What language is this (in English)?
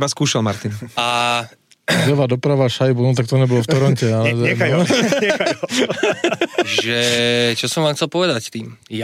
Slovak